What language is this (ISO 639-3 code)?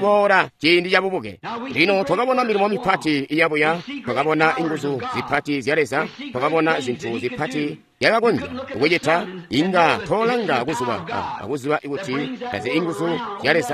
toi